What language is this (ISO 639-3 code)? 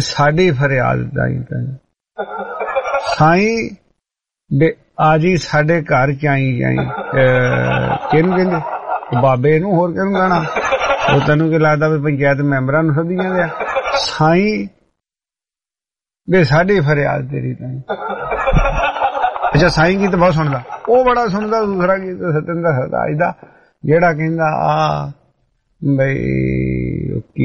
pan